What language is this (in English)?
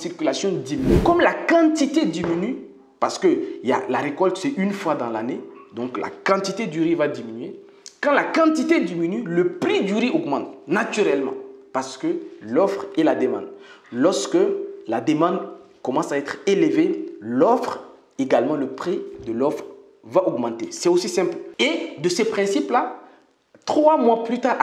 French